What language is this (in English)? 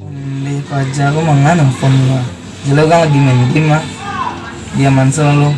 Minangkabau